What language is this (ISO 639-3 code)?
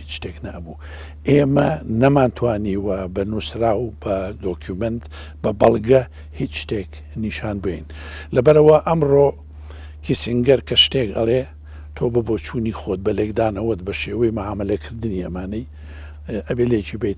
ckb